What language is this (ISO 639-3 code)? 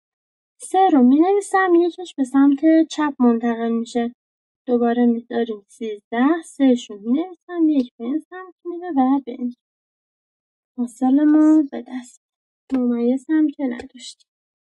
fas